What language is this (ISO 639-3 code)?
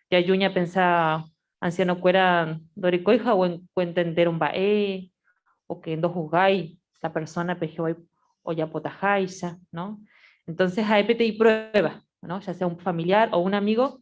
grn